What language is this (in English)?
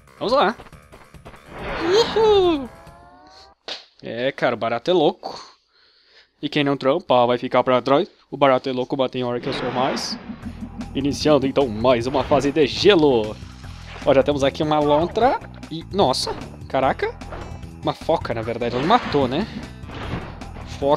Portuguese